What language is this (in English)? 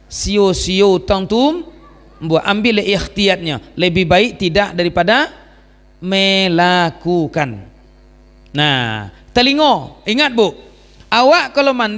Minangkabau